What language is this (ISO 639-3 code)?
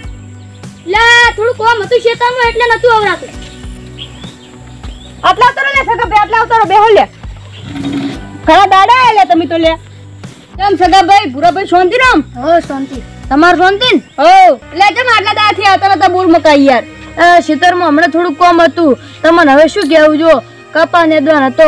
guj